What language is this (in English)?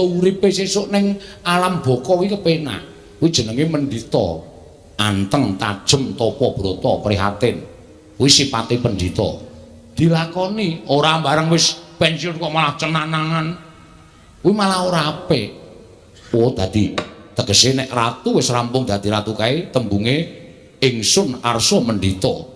Javanese